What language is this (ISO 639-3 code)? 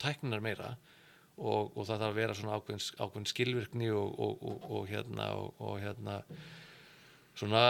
isl